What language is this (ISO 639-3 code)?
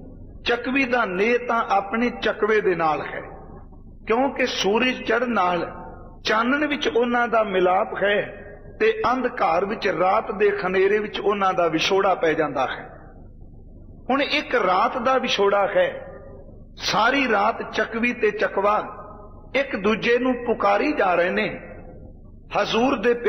pan